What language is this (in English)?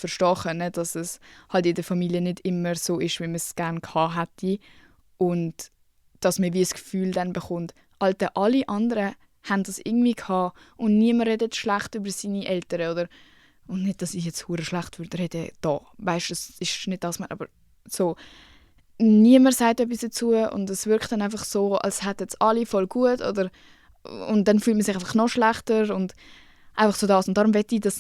Swiss German